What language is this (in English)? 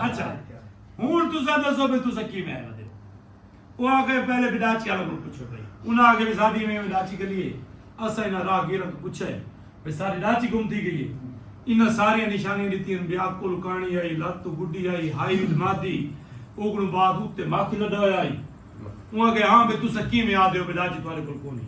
Saraiki